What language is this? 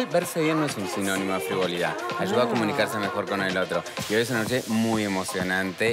Spanish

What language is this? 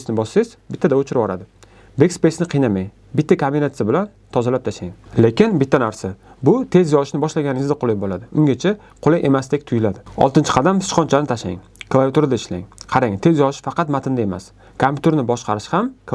Uzbek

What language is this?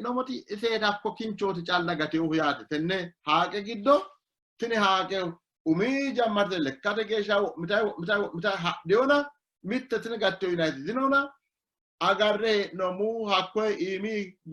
Sidamo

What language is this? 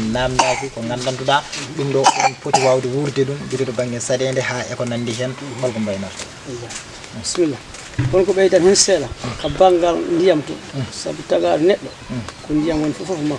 Fula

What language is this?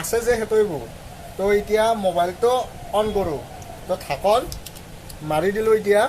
Assamese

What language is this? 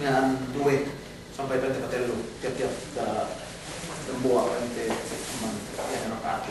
Yakan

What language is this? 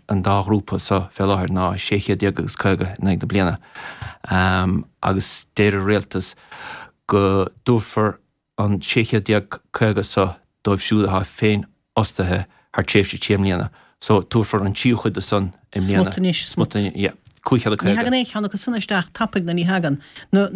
Irish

